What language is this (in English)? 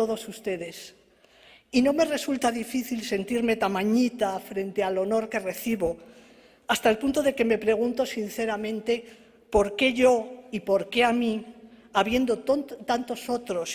Ladino